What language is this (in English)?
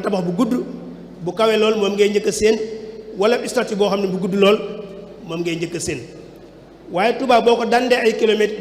Wolof